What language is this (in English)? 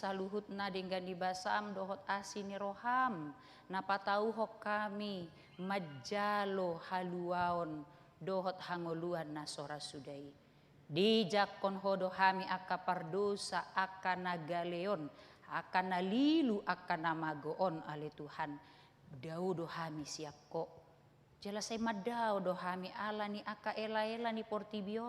Batak Toba